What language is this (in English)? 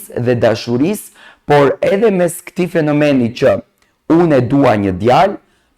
Albanian